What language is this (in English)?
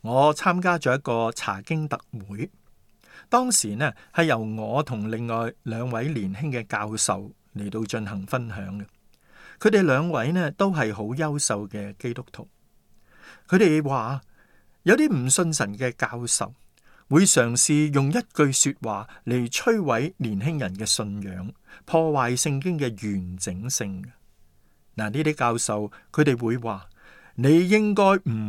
Cantonese